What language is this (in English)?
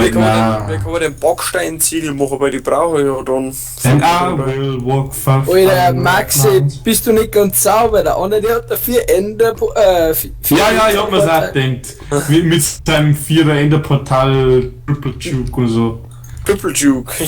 Bavarian